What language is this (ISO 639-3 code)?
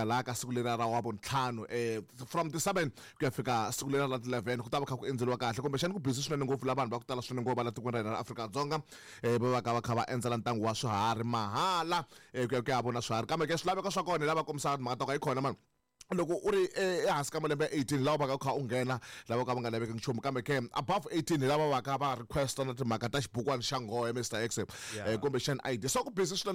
tso